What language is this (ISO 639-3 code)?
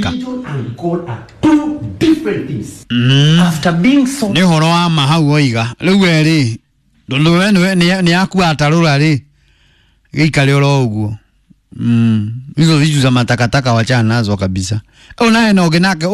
kik